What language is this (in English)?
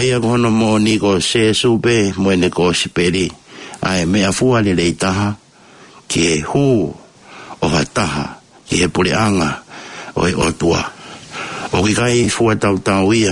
Tongan